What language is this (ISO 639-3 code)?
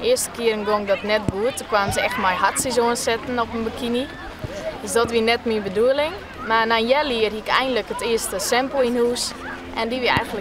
fry